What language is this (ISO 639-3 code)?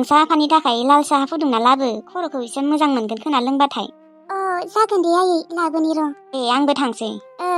brx